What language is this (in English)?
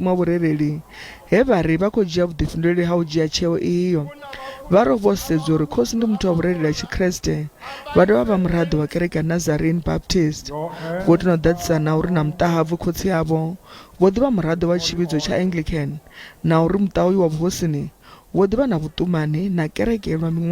Venda